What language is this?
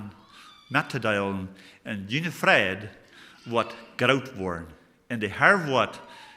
Plautdietsch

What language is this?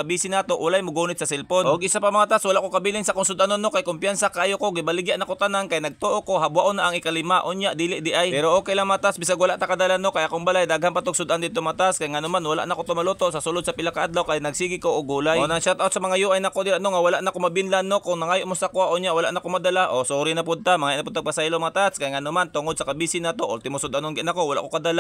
Cebuano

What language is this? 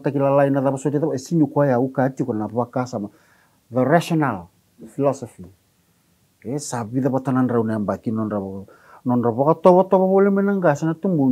Fijian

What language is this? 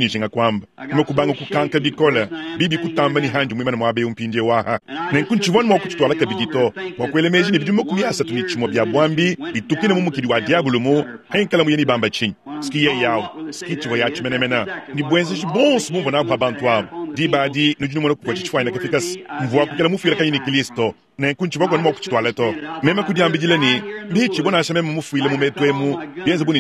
Luba-Lulua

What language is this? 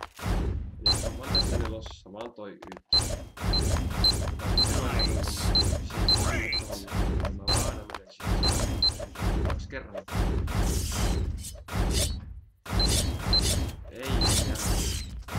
Finnish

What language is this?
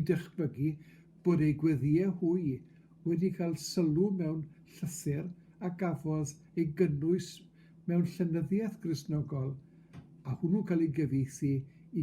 Welsh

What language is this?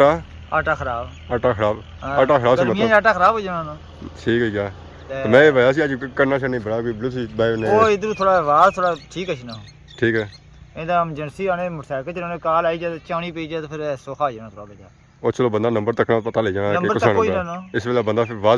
Pahari-Potwari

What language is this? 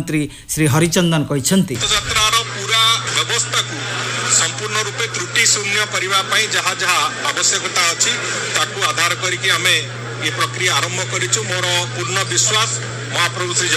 Odia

